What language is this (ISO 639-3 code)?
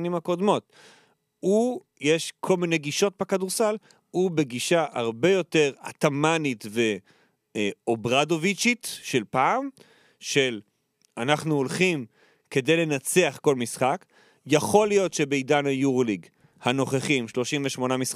heb